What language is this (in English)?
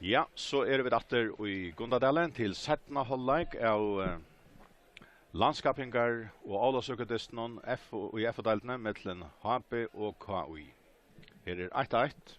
Faroese